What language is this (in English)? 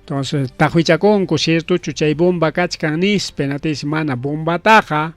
Ayacucho Quechua